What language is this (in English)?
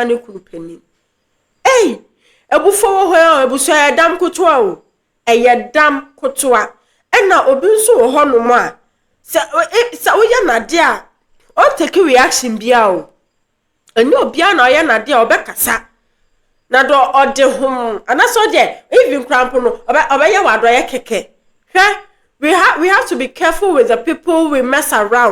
Akan